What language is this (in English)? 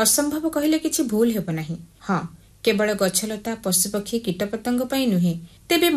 Odia